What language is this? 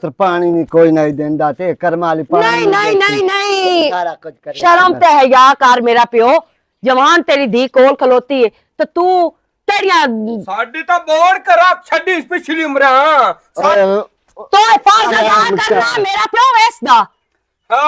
Western Panjabi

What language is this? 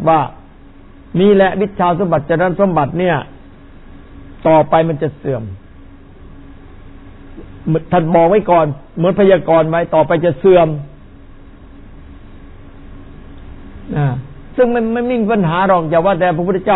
Thai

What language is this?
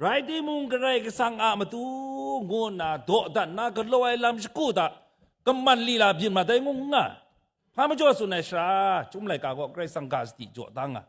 Kachin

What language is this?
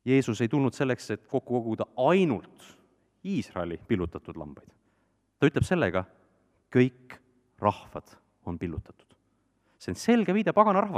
Estonian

